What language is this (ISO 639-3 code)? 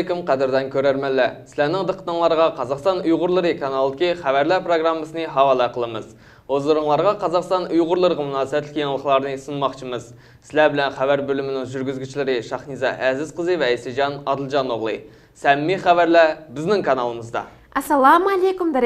uig